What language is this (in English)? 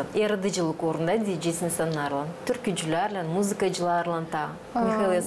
Gagauz